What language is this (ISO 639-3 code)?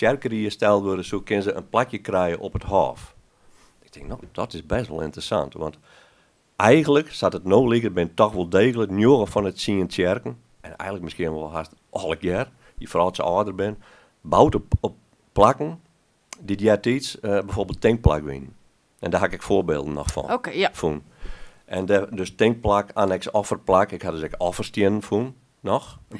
fry